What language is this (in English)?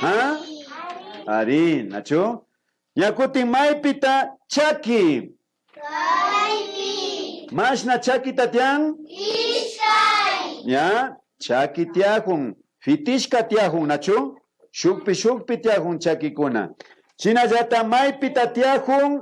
Imbabura Highland Quichua